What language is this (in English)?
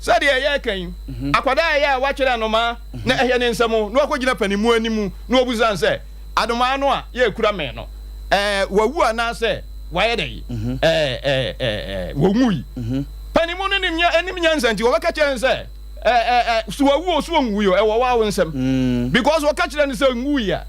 Akan